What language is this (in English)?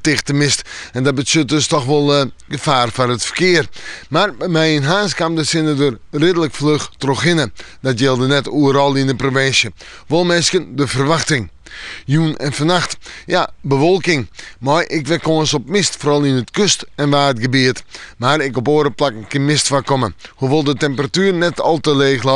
Western Frisian